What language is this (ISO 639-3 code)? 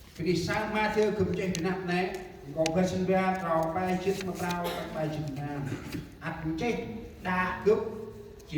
cmo